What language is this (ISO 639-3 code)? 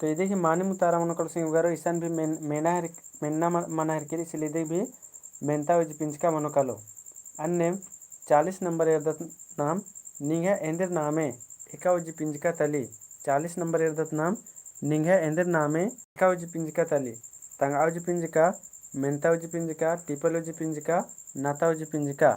kru